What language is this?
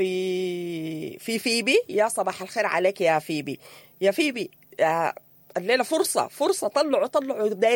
Sudanese Arabic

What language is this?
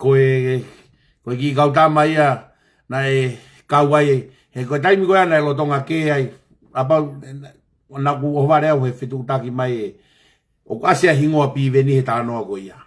Tongan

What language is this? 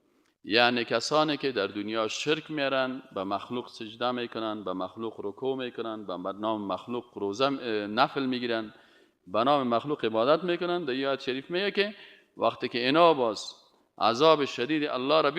Persian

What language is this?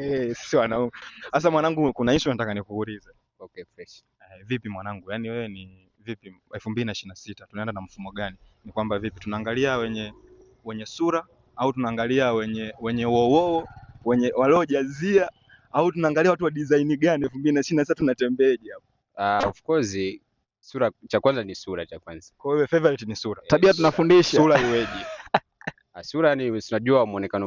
Swahili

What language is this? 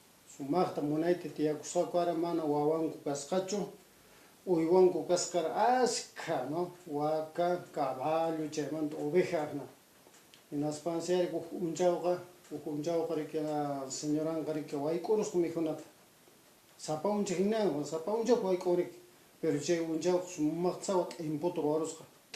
Quechua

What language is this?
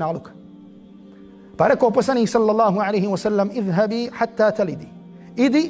Bosnian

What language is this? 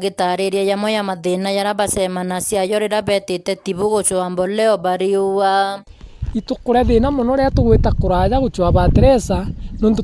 Meru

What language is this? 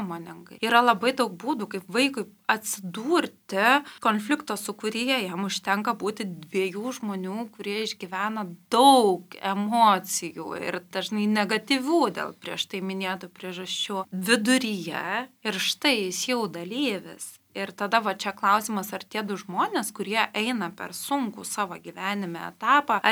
Lithuanian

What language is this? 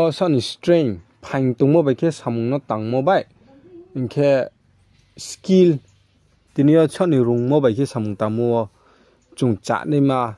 Riang (India)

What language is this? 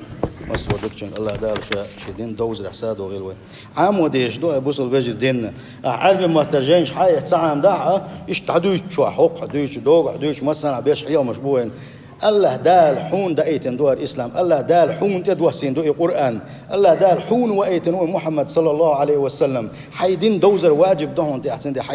Chechen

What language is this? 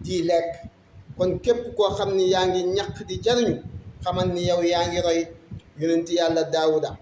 Wolof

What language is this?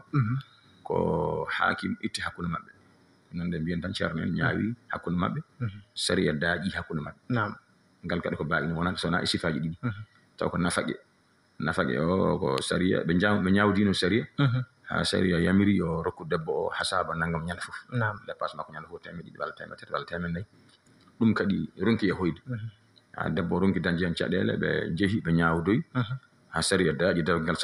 Fula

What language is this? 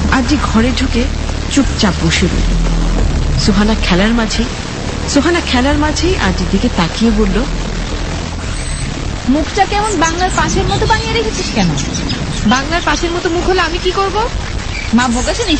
Bangla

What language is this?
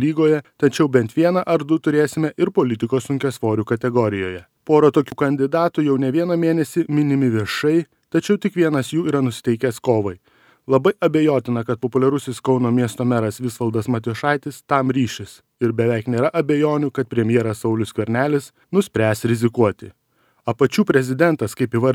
Lithuanian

